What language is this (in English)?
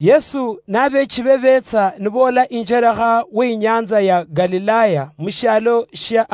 Luyia